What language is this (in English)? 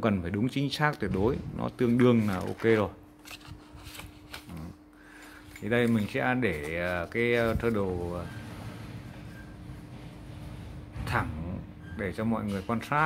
Vietnamese